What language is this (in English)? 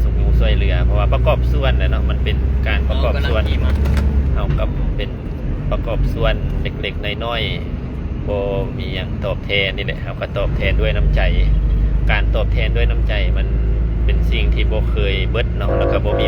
Lao